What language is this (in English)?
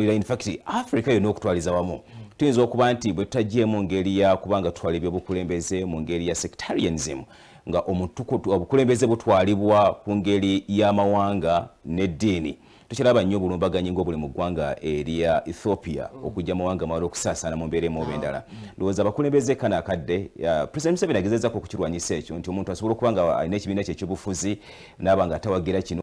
Ganda